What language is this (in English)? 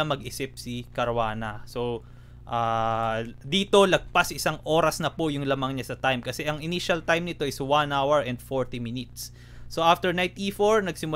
Filipino